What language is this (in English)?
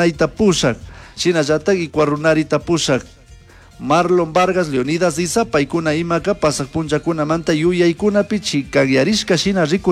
Chimborazo Highland Quichua